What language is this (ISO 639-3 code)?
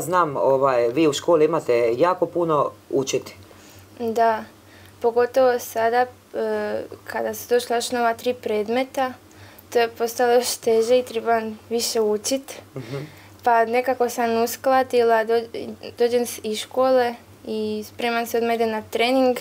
hrv